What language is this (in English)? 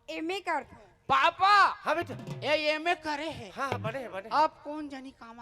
Chhattisgarhi